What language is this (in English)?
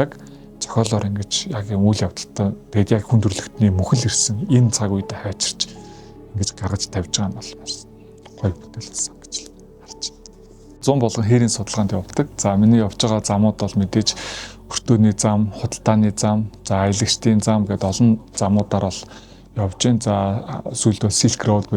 Mongolian